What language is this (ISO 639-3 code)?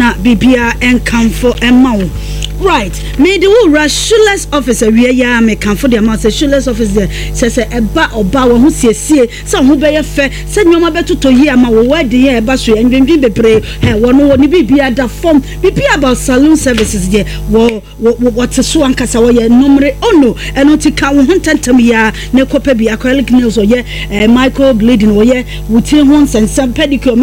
aka